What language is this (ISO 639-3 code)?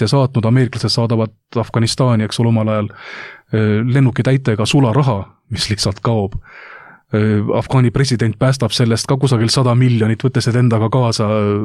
est